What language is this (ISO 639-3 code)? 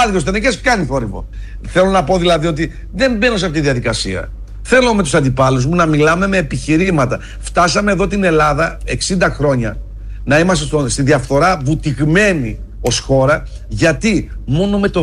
ell